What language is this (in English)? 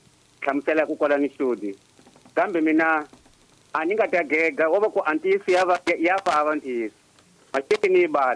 Tsonga